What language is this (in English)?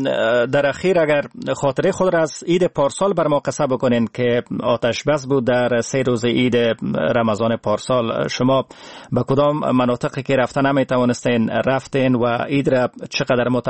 Persian